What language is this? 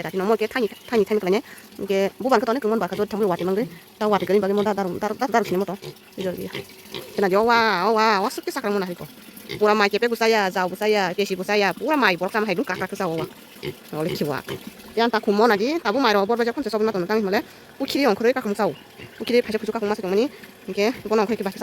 Kok Borok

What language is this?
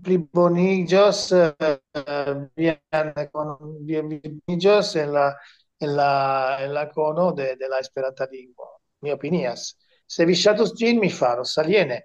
Esperanto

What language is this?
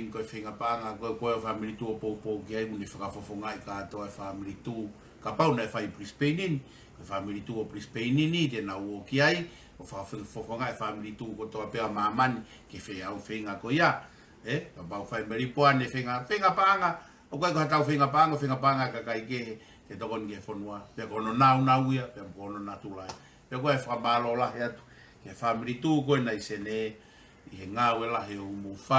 Tongan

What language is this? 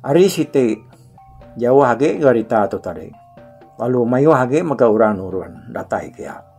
Iban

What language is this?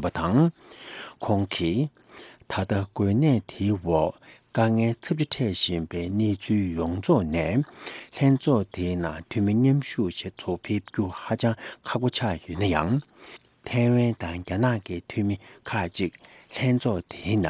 Tibetan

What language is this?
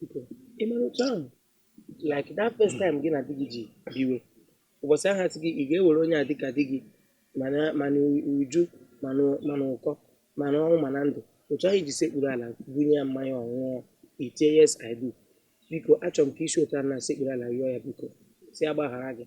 Igbo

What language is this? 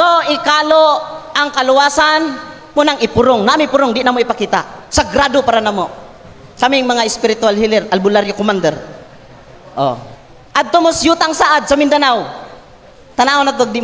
Cebuano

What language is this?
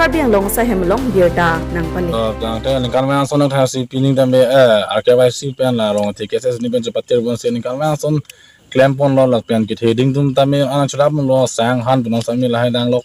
Karbi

